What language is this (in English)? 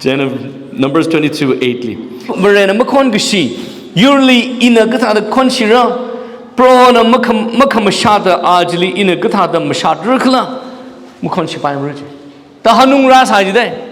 Tangkhul Naga (India)